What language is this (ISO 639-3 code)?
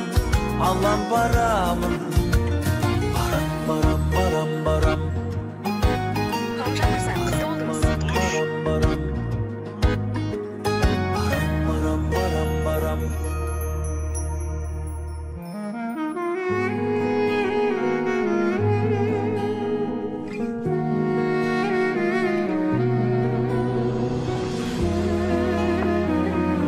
kaz